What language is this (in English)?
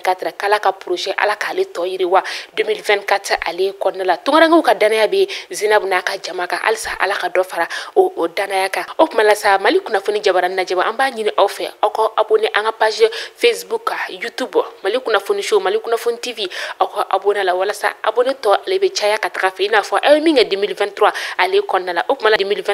Bambara